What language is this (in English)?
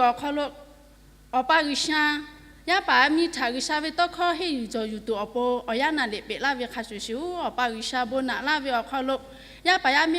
Lahu